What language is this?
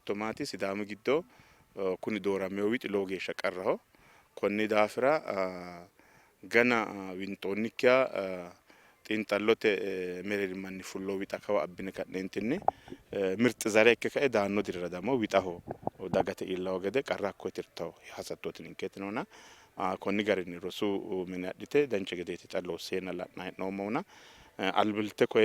Sidamo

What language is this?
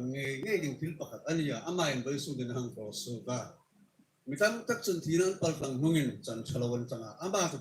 Hmar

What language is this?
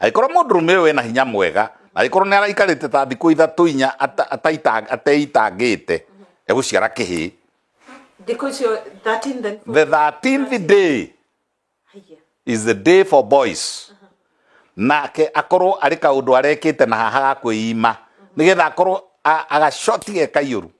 Kikuyu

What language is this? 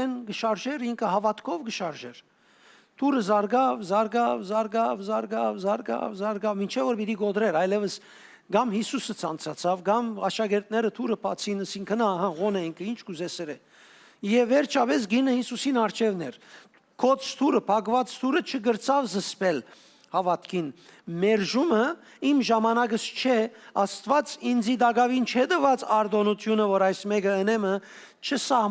Western Armenian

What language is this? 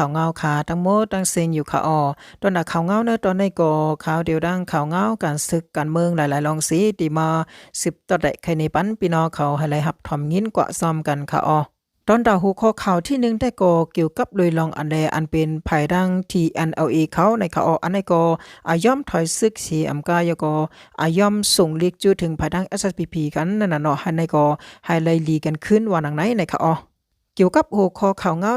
Shan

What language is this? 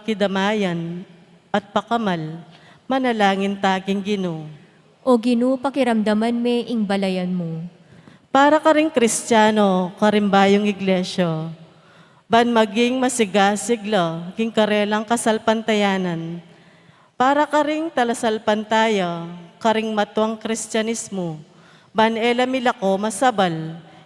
Pampanga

